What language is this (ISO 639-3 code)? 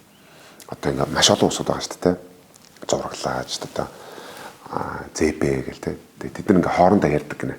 mon